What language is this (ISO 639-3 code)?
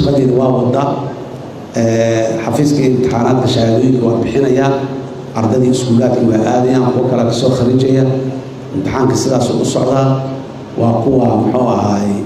som